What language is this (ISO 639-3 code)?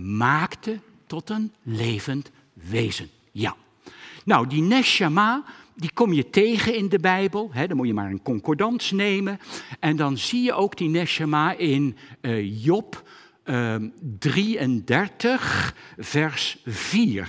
nld